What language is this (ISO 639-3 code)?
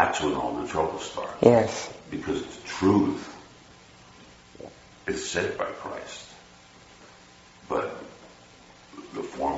eng